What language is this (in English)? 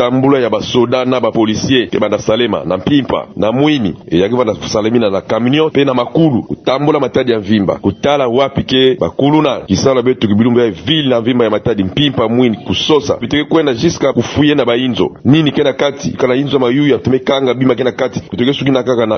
Kituba (Democratic Republic of Congo)